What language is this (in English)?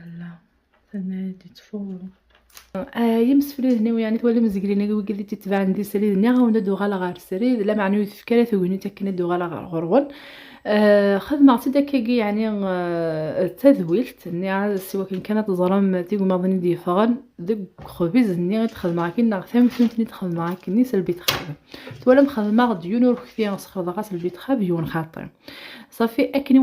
Kabyle